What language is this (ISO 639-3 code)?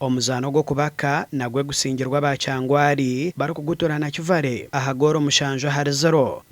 nyn